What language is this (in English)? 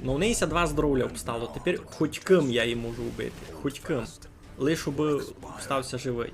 Rusyn